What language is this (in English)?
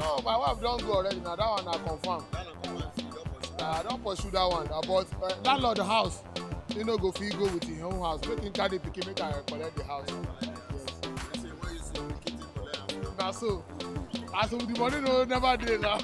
Nigerian Pidgin